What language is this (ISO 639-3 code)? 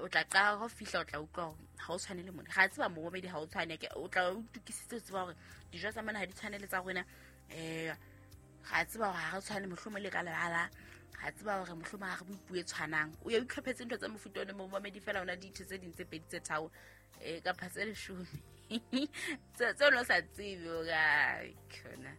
sot